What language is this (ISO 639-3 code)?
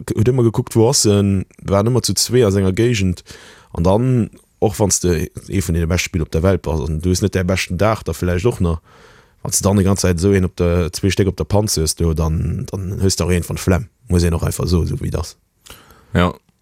ltz